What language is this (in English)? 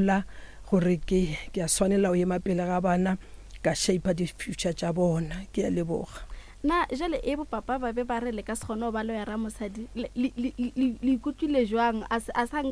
Northern Sotho